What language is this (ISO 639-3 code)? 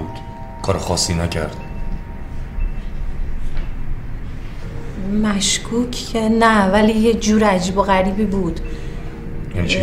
fas